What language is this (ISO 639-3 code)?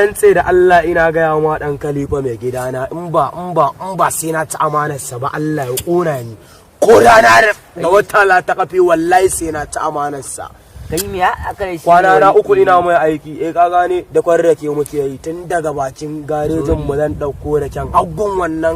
hau